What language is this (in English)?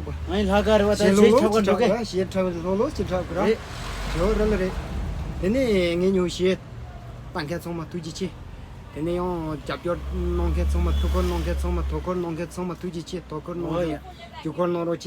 Tibetan